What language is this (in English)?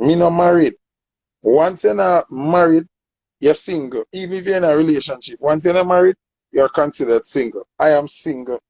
Jamaican Creole English